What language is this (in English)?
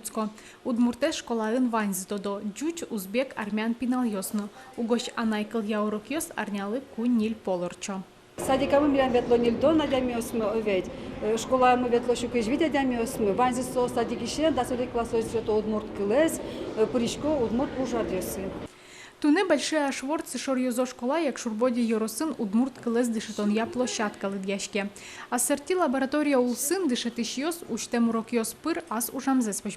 Udmurt